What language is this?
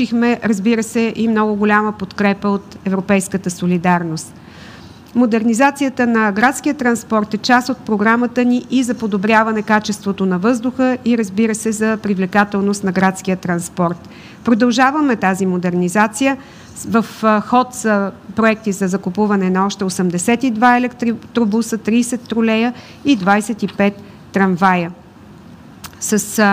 Bulgarian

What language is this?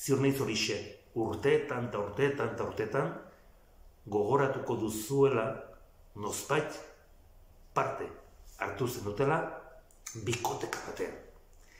Basque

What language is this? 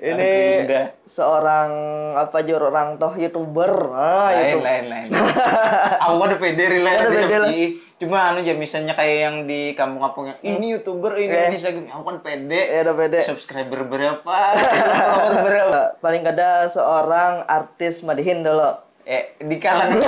Banjar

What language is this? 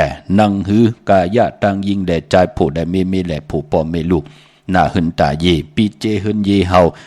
Shan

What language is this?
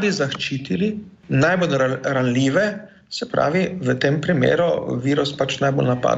Slovenian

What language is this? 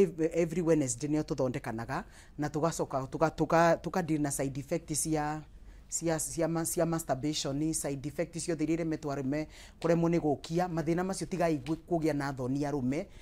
Kikuyu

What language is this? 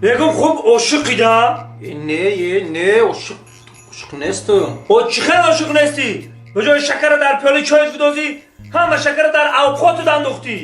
Tajik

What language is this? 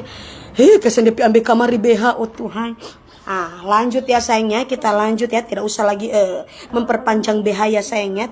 Manado Malay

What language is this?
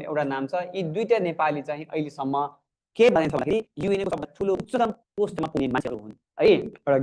Nepali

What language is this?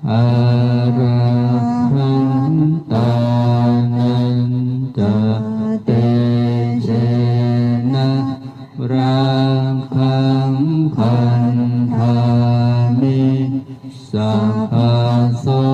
Pali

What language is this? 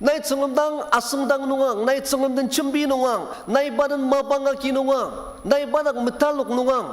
Ao Naga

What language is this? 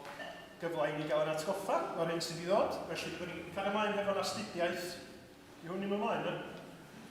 Welsh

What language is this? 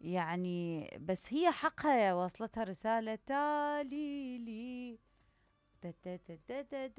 Mesopotamian Arabic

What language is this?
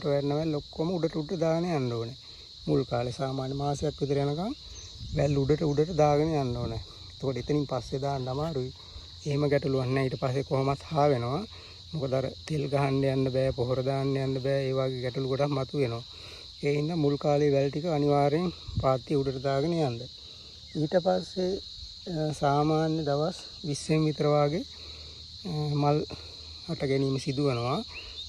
Sinhala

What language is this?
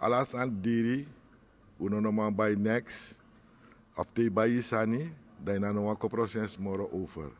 Sranan Tongo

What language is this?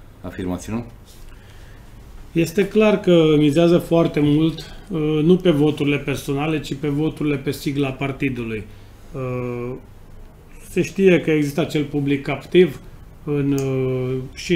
Romanian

